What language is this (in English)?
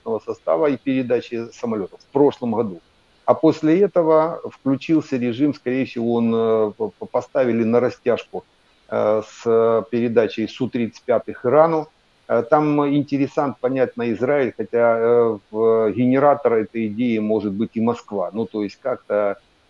Russian